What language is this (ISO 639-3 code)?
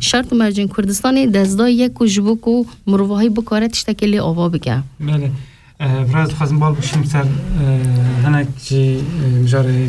kur